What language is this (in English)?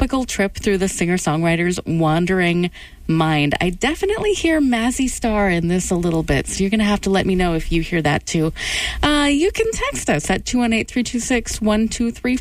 English